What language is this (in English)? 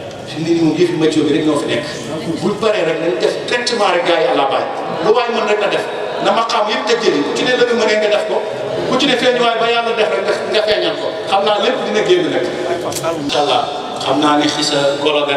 Wolof